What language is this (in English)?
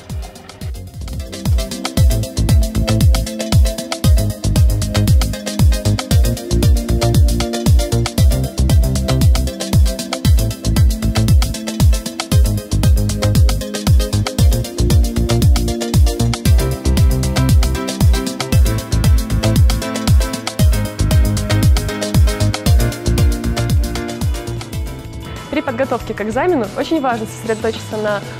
Russian